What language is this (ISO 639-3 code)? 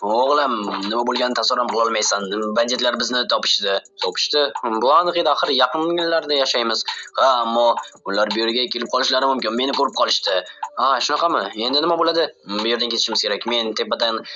uzb